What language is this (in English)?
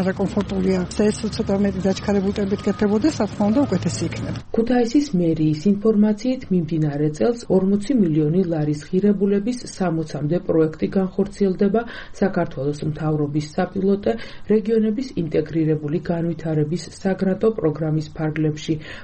Georgian